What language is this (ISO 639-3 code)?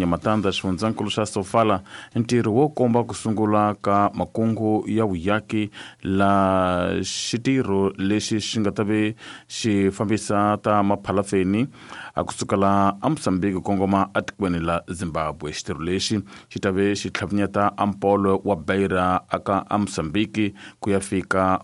tso